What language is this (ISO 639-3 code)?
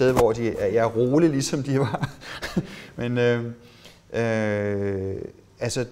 dan